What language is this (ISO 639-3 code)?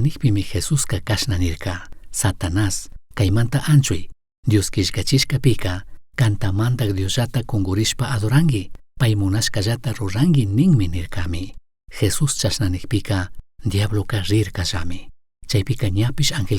qug